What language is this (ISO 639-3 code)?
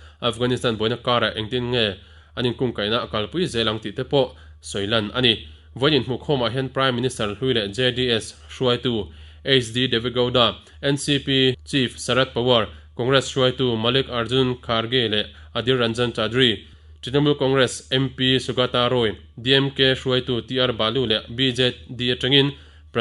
lus